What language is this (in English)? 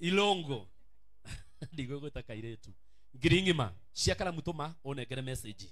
Kikuyu